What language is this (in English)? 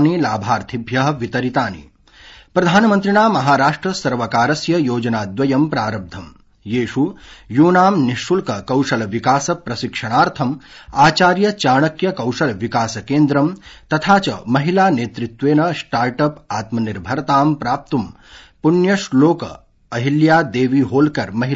Sanskrit